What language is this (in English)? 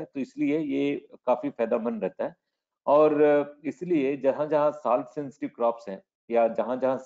Hindi